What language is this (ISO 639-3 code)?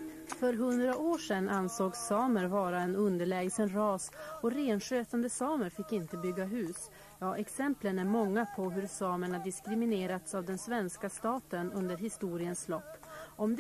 swe